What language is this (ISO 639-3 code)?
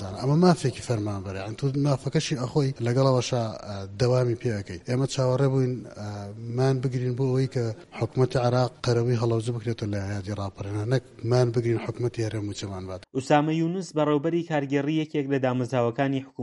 ckb